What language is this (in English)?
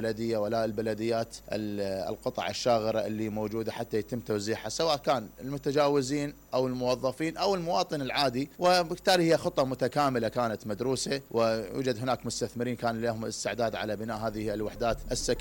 Mesopotamian Arabic